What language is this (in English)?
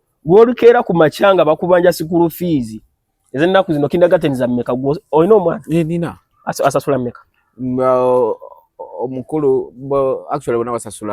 Ganda